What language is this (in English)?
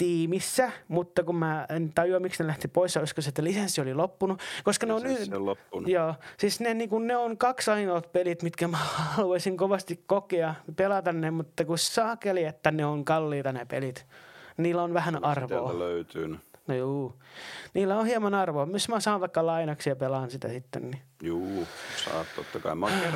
Finnish